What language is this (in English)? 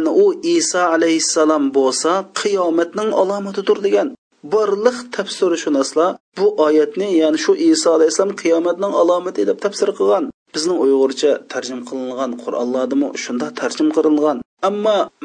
Uyghur